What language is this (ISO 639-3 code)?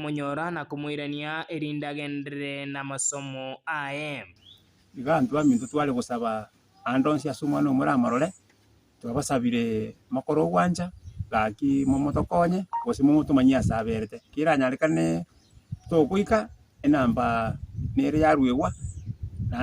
guz